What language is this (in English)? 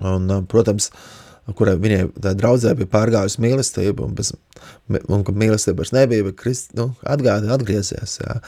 Latvian